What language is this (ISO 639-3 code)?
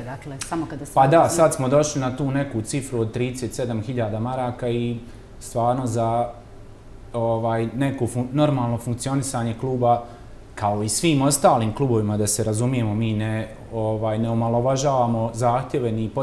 bos